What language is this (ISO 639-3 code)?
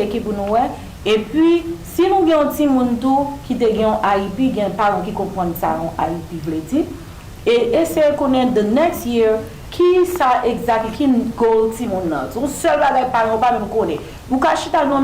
hat